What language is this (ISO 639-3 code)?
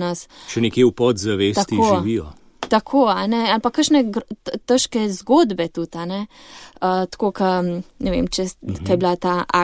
slv